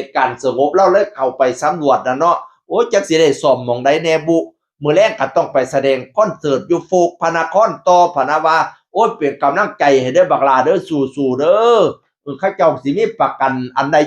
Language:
Northeastern Thai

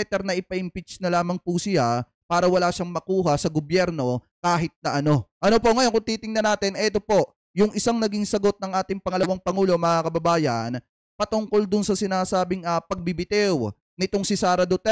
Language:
Filipino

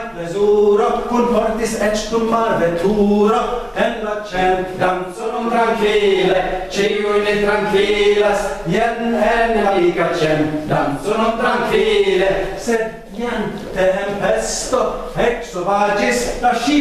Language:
Esperanto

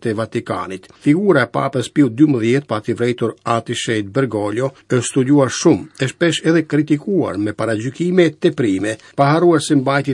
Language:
Albanian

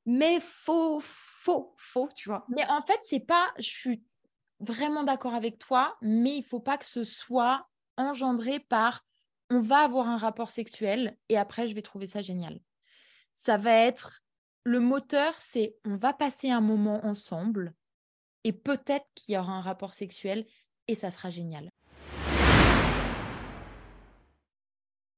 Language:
French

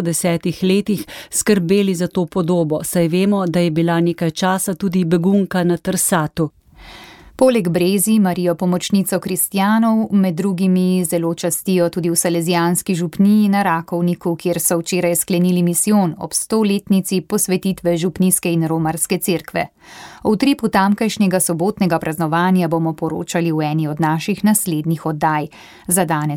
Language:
Slovenian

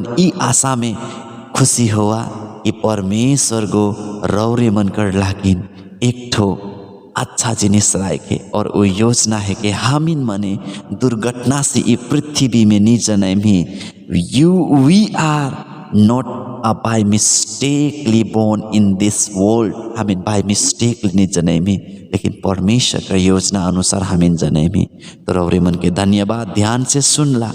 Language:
Sadri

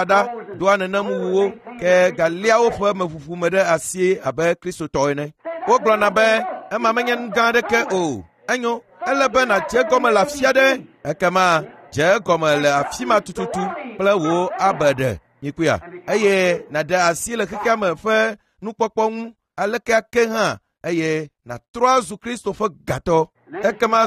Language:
Ewe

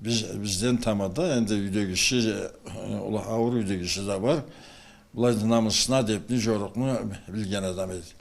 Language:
Karachay-Balkar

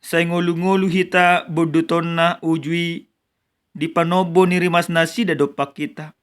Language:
Batak Toba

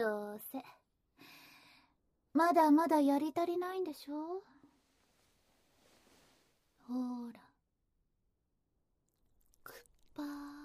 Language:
Japanese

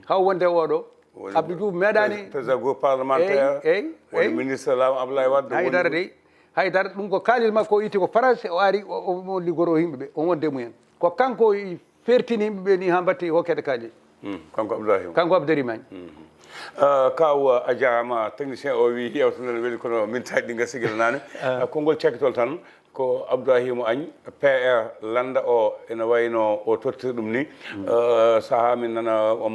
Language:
Fula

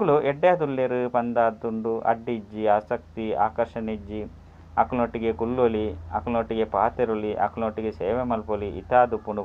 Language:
Tulu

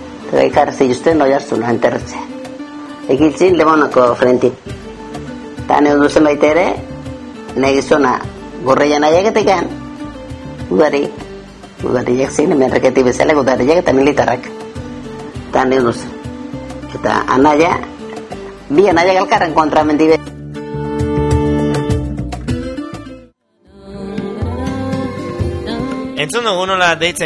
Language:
Basque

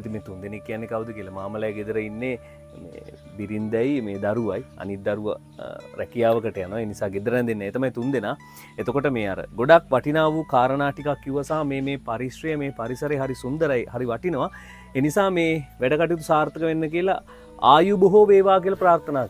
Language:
Sinhala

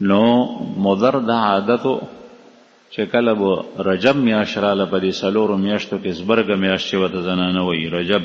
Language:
Pashto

